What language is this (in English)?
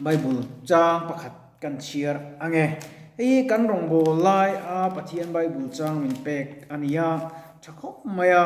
Mizo